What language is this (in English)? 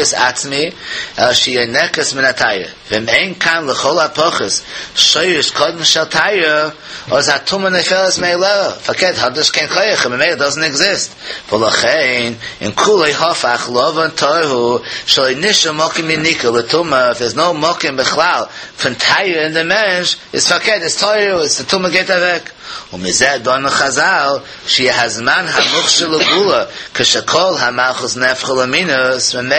Yiddish